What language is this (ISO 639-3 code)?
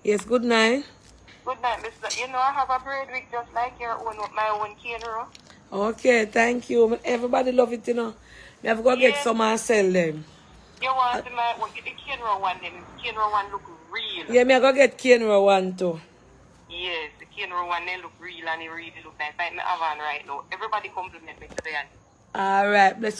jam